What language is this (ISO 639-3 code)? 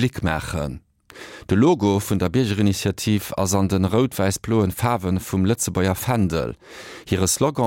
ltz